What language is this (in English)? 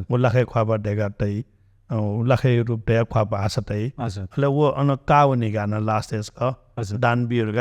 Newari